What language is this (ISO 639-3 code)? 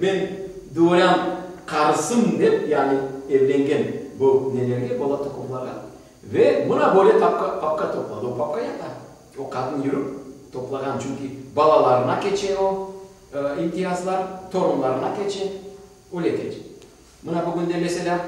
crh